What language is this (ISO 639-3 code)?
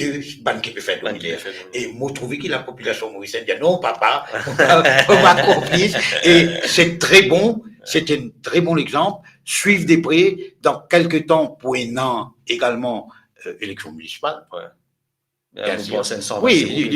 mfe